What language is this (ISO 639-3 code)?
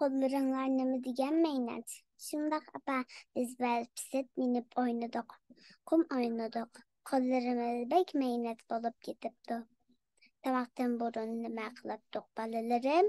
uig